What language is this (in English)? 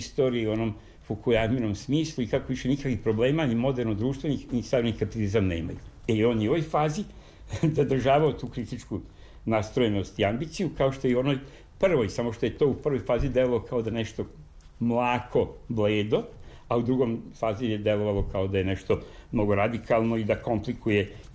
Serbian